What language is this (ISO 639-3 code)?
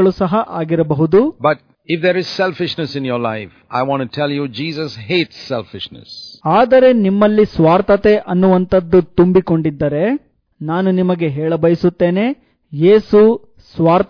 kan